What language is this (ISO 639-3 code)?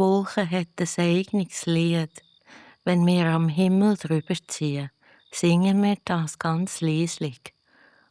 gsw